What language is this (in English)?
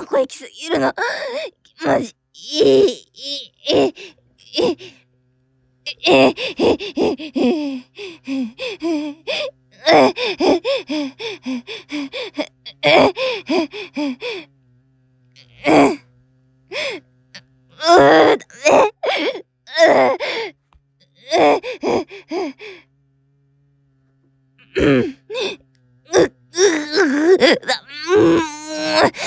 Japanese